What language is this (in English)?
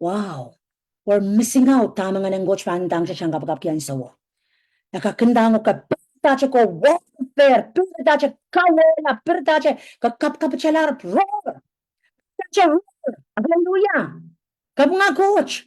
Pohnpeian